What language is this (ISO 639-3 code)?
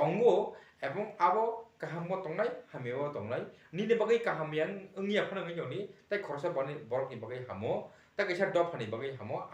trp